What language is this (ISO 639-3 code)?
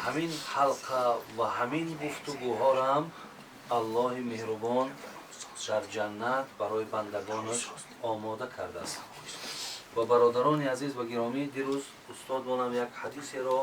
tgk